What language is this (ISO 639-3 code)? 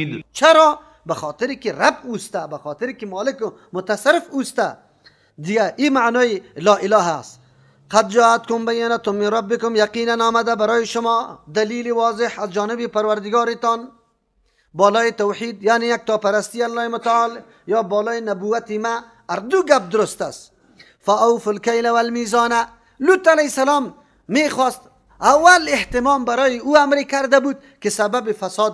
fas